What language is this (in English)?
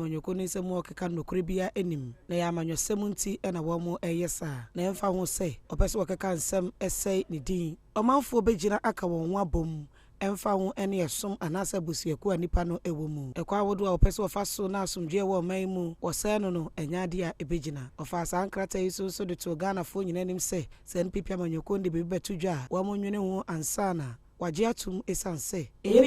Akan